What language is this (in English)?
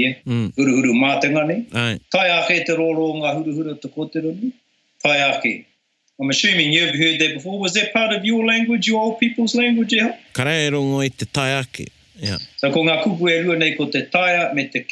Māori